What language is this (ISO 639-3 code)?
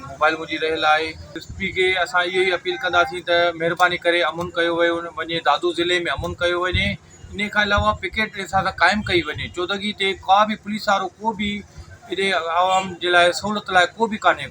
snd